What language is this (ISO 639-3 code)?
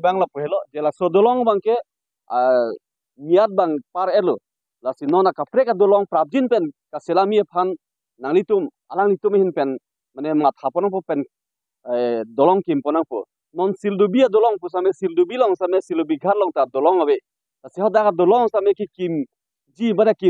mjw